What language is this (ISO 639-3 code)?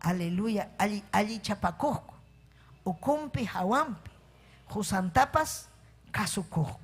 quy